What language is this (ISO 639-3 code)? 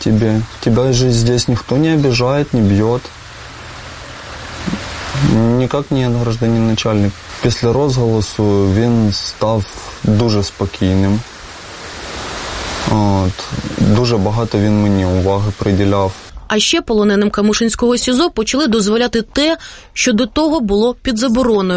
ukr